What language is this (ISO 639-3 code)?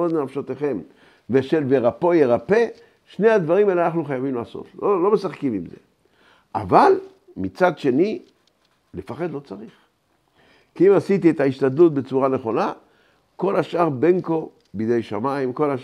heb